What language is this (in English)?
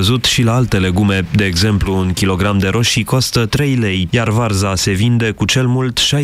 Romanian